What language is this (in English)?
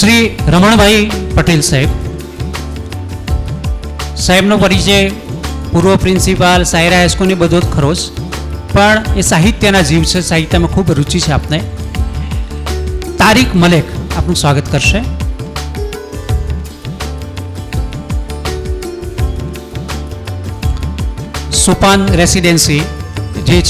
Gujarati